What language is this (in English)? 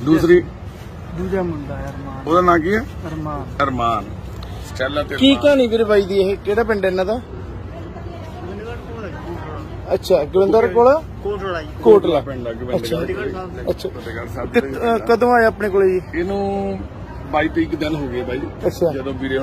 Punjabi